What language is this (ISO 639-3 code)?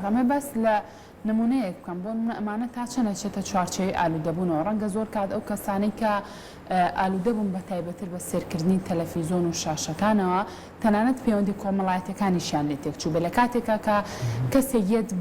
ckb